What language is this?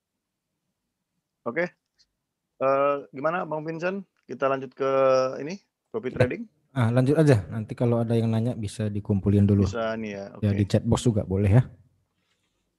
Indonesian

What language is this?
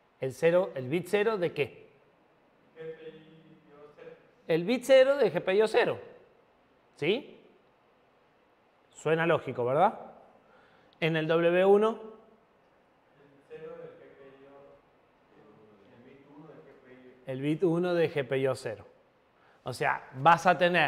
Spanish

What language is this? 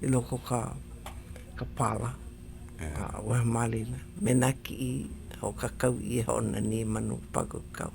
Hawaiian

